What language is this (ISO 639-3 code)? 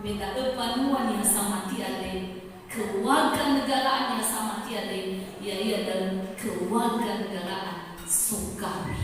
nia